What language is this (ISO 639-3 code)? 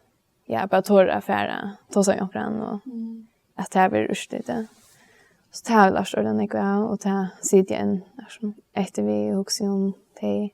fao